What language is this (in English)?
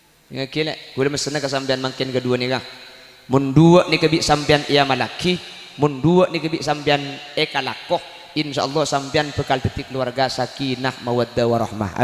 Madurese